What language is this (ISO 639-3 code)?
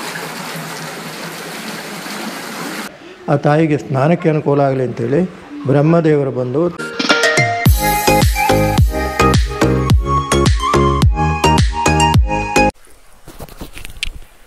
kan